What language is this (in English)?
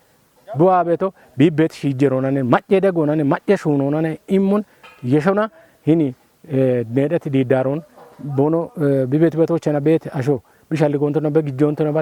Kafa